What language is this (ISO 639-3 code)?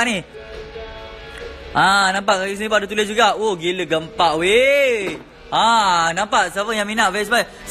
msa